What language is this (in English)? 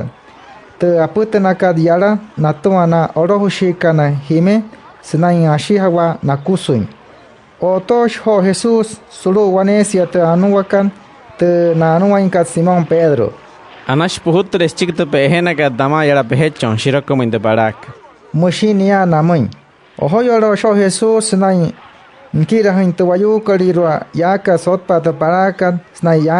Wayuu